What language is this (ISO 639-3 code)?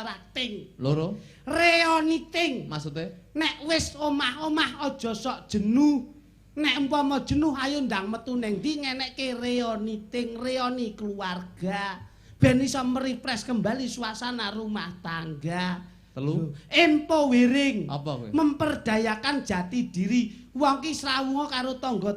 jav